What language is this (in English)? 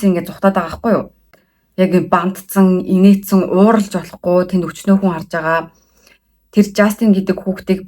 Mongolian